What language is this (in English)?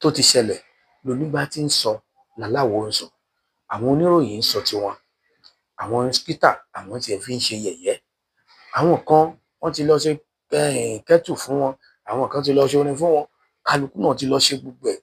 Yoruba